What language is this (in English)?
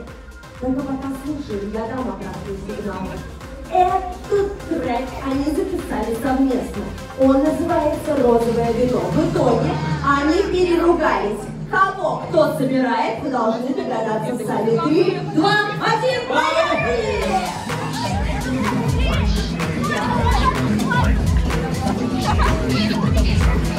Russian